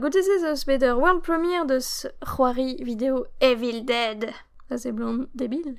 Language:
Breton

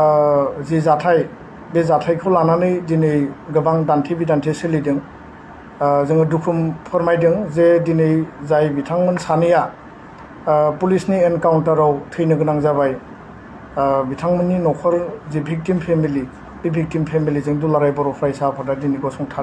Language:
Bodo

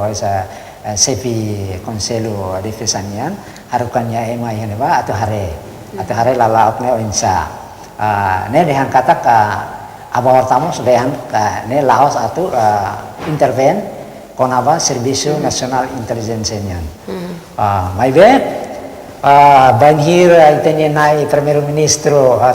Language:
Tetum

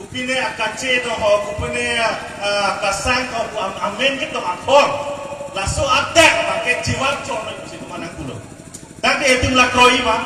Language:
Karbi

